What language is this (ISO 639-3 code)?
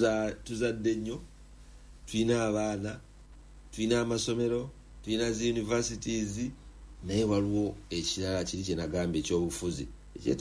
lug